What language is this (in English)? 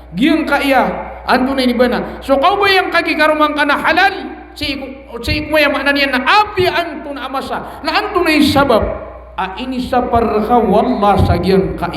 Maranao